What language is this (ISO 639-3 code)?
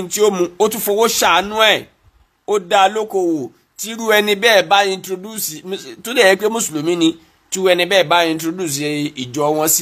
yor